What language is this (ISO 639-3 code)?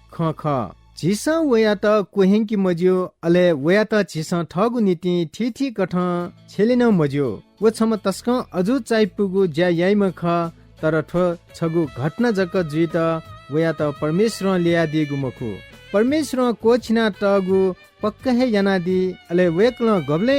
new